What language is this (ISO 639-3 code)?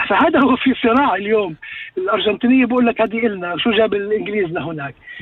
apc